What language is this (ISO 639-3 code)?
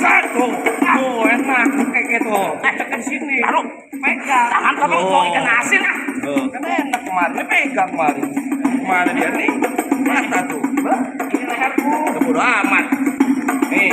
bew